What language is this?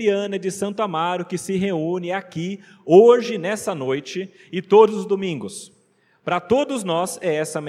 Portuguese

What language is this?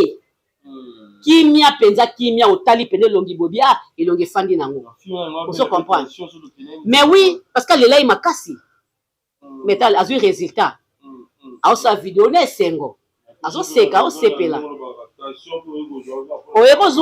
Lingala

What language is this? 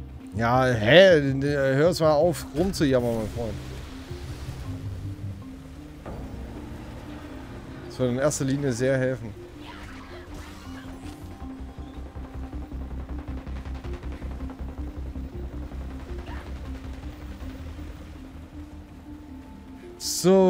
German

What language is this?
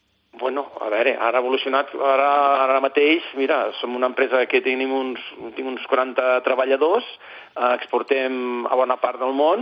Catalan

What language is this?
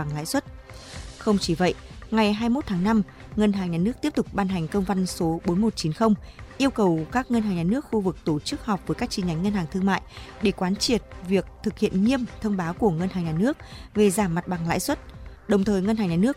Vietnamese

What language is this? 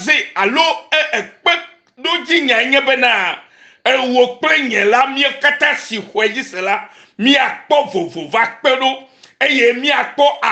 Ewe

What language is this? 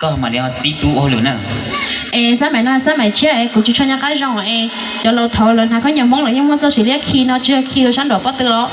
Hmong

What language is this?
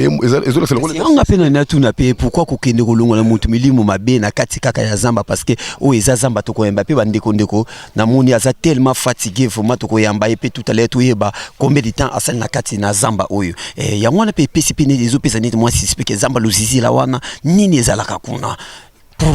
Lingala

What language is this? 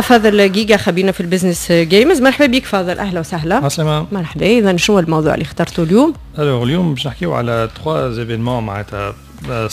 Tunisian Arabic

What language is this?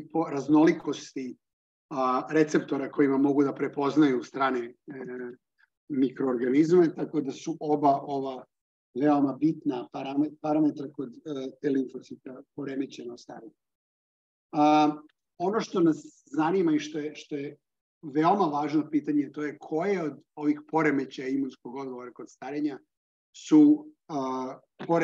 Serbian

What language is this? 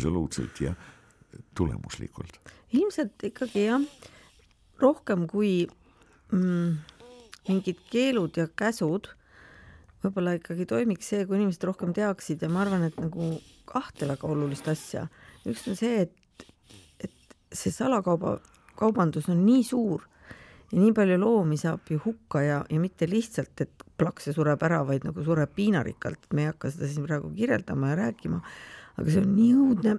Estonian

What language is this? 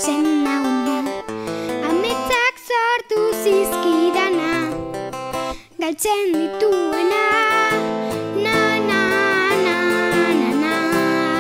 Basque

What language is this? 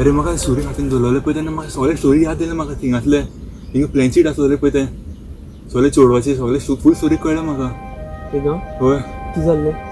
Konkani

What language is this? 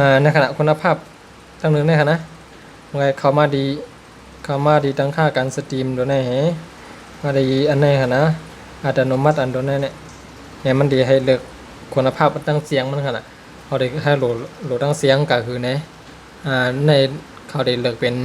Shan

